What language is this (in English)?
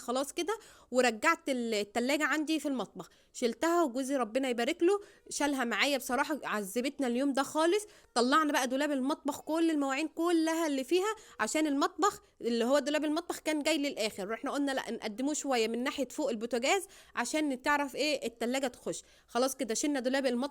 Egyptian Arabic